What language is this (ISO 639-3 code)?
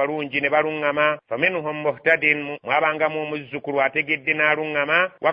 lug